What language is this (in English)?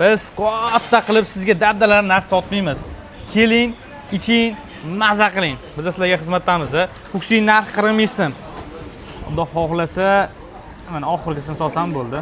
Uzbek